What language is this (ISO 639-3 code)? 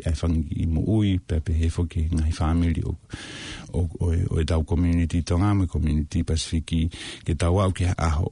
ton